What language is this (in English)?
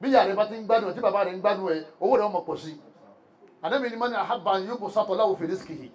Yoruba